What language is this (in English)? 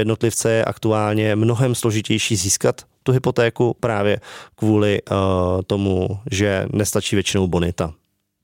Czech